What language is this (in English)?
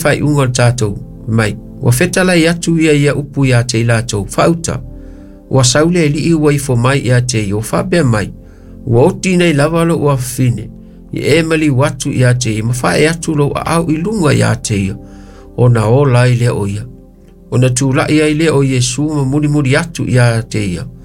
Samoan